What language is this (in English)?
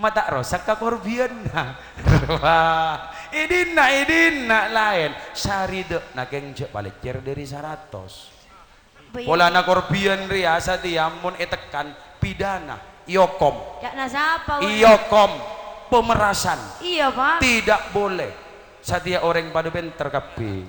Madurese